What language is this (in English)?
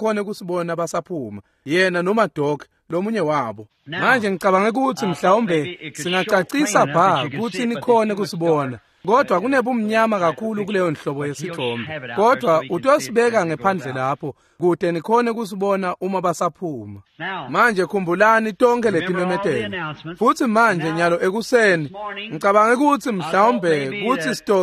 Swati